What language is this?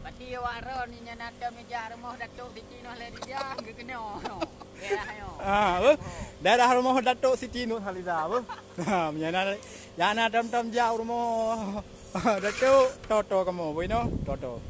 Achinese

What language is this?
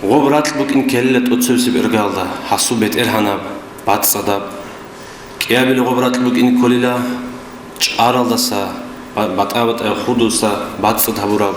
Avaric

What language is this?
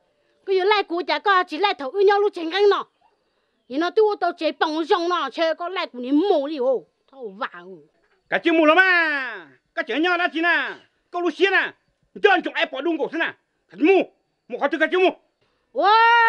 Hmong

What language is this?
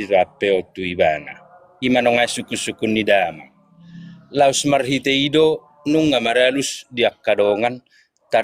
Batak Toba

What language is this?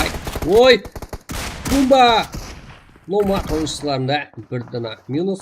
Kara-Kalpak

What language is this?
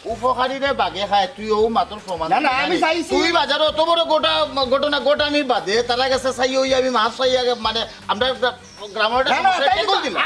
Sylheti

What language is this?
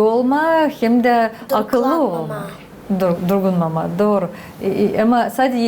Gagauz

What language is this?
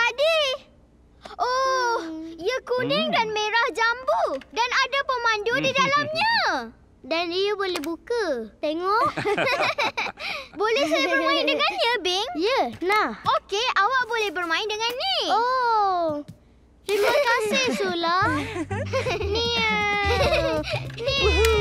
Malay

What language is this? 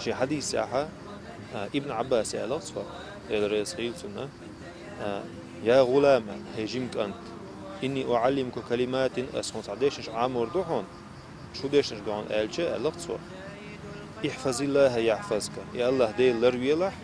Chechen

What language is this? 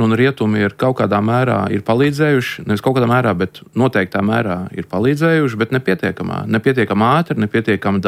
Latvian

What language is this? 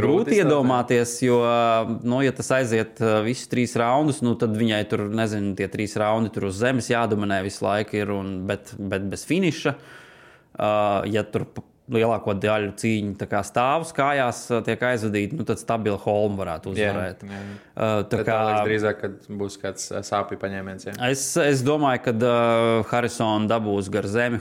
Latvian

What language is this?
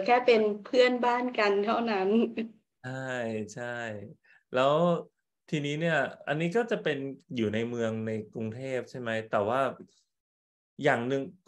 Thai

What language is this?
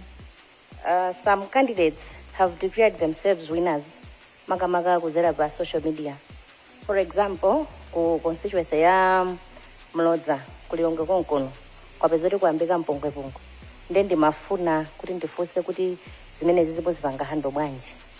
Nyanja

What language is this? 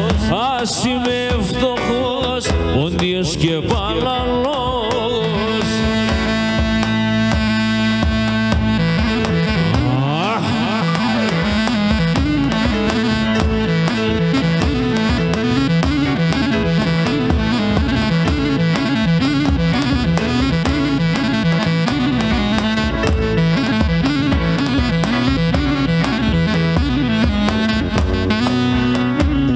Greek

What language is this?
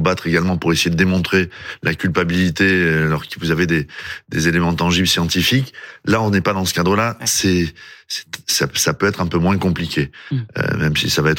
French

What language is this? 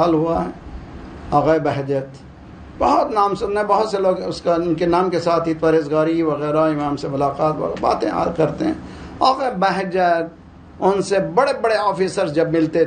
Urdu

